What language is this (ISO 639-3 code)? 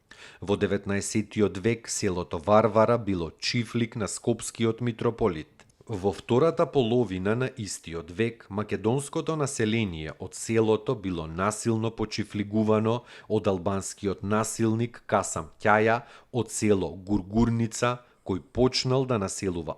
mkd